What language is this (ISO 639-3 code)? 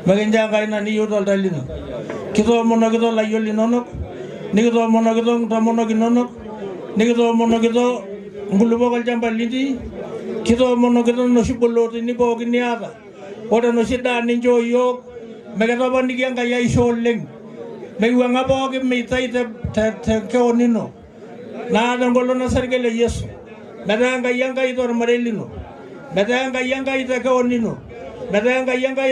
mas